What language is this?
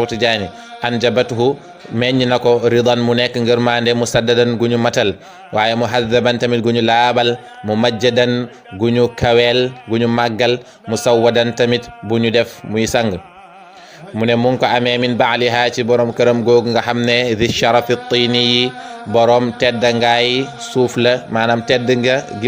Wolof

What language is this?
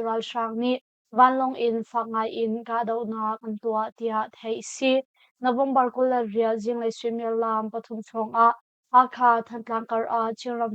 Hakha Chin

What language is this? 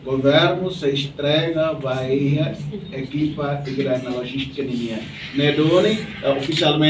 Tetum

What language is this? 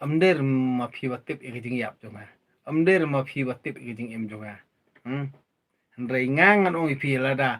Khasi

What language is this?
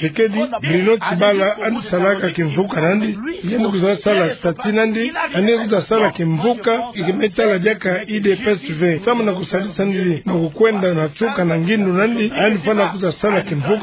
Kituba (Democratic Republic of Congo)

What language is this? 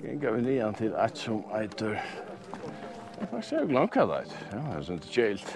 Faroese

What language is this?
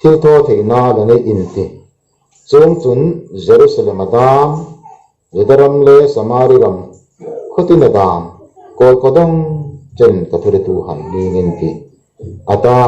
Hmar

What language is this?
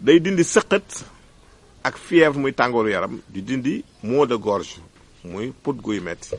Wolof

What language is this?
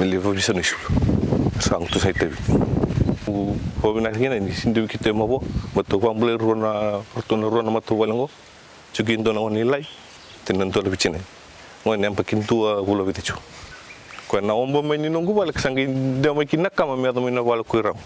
Fijian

